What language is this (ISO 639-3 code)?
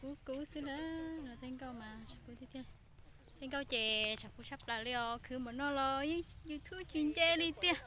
hmn